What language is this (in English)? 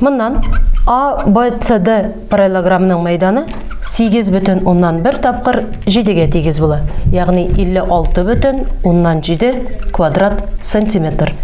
Tatar